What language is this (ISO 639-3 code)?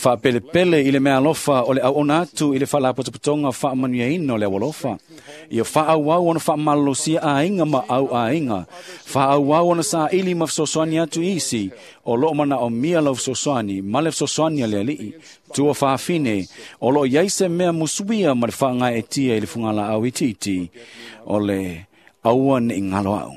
smo